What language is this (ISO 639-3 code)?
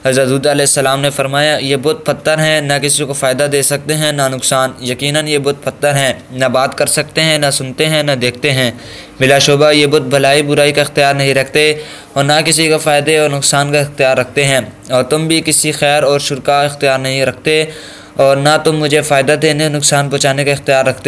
urd